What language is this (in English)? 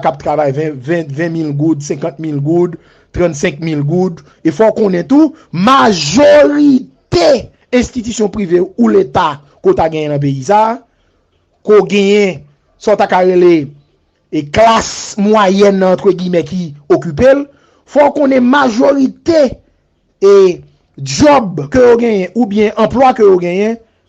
Haitian Creole